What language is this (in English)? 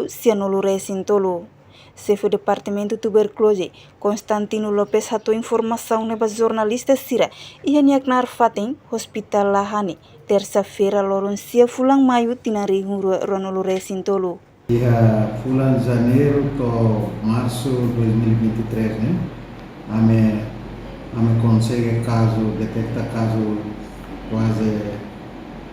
Tetum